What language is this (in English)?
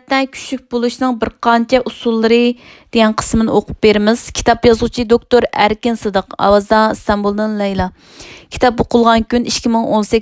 Uyghur